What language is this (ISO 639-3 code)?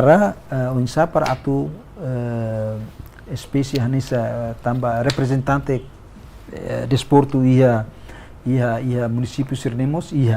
tet